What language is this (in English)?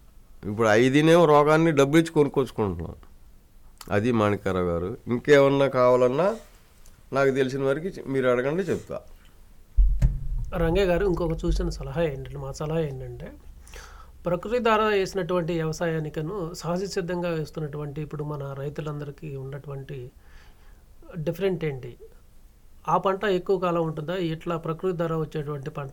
Telugu